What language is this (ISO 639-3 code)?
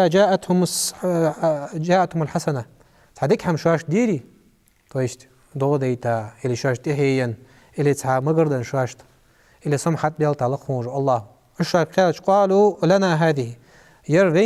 inh